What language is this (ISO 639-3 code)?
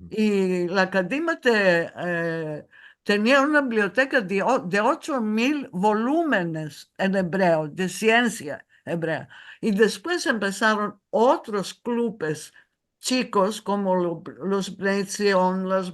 lad